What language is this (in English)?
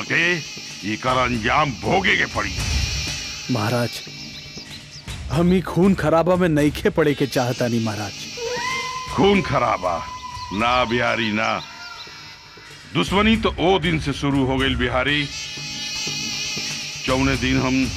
Bhojpuri